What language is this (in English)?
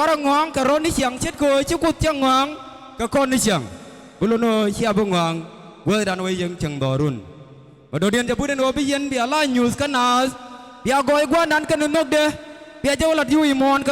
Nuer